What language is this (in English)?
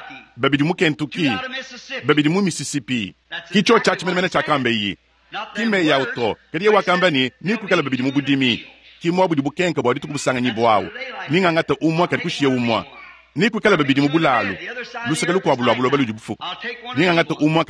Luba-Lulua